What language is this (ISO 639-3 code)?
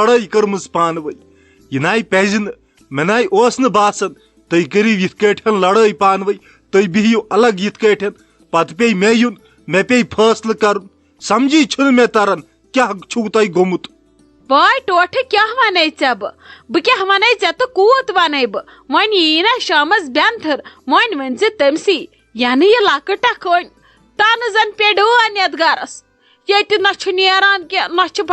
kas